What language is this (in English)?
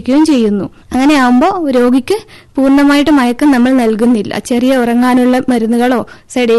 Malayalam